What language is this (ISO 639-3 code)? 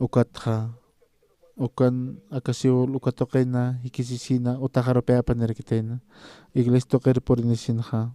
aym